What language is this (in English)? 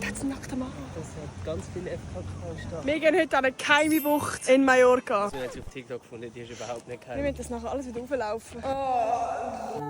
Swiss German